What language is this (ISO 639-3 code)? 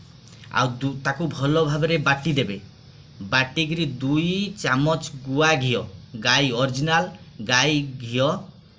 ori